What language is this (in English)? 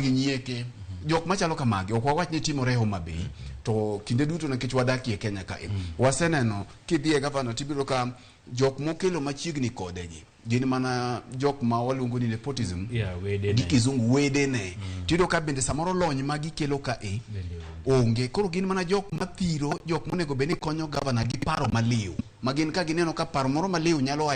Luo (Kenya and Tanzania)